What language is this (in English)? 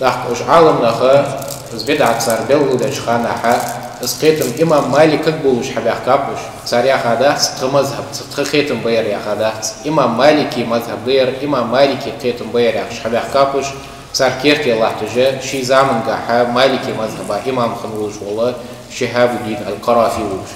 Ingush